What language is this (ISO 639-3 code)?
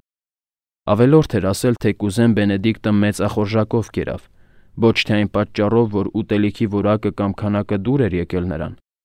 hye